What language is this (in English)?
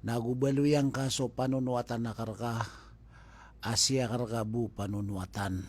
Maranao